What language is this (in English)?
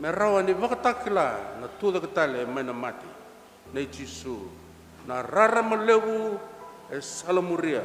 Fijian